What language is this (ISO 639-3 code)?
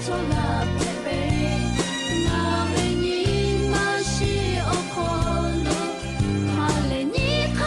lhu